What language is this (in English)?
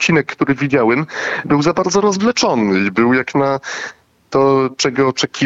Polish